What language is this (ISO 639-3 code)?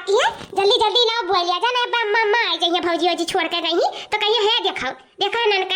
awa